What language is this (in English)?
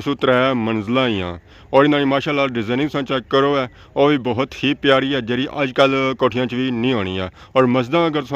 Pahari-Potwari